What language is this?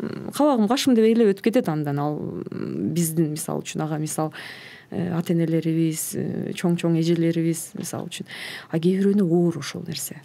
Kyrgyz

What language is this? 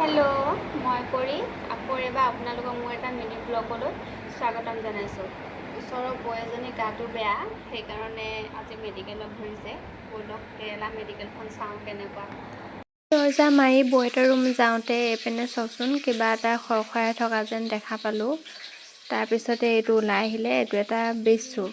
Assamese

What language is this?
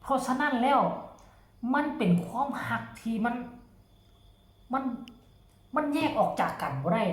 Northeastern Thai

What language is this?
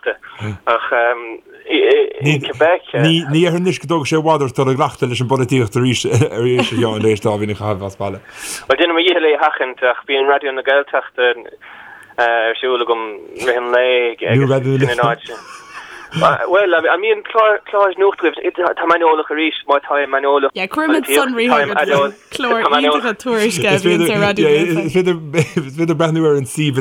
Irish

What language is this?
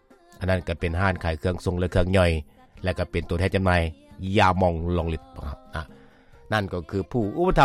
Lao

